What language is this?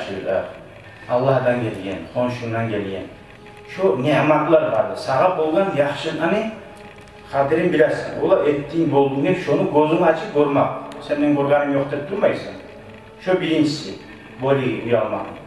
Kumyk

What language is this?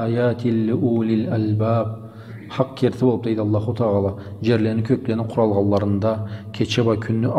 Karachay-Balkar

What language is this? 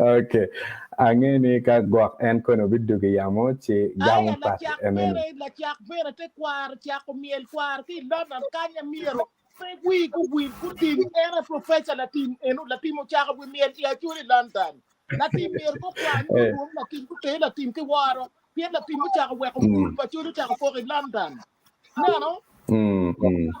Acoli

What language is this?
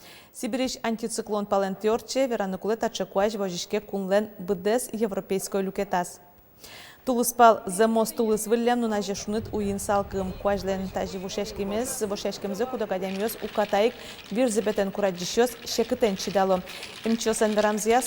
Udmurt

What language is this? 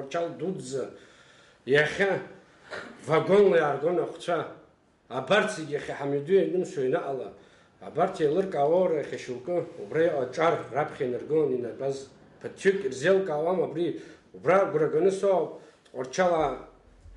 Abkhazian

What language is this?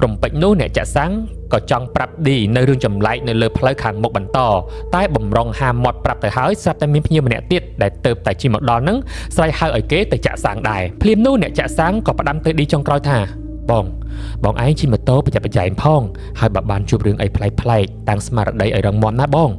Khmer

